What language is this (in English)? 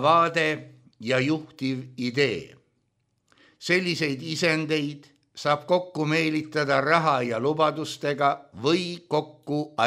Estonian